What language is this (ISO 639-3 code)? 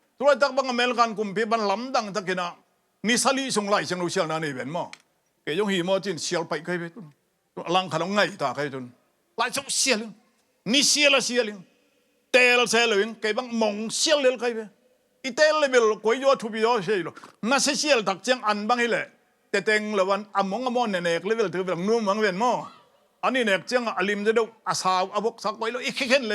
ctd